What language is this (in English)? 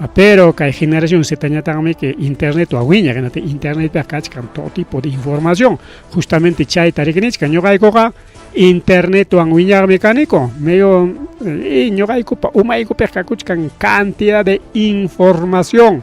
Ayacucho Quechua